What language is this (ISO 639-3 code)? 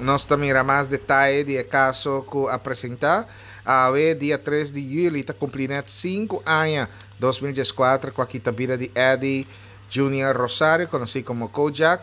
pap